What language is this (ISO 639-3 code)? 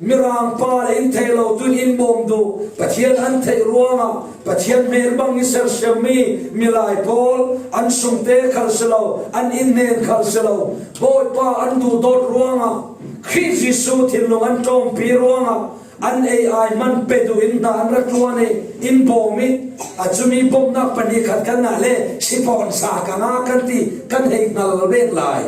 cfm